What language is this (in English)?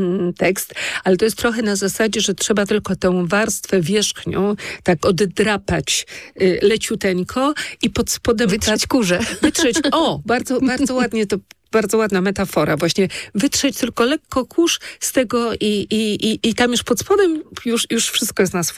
Polish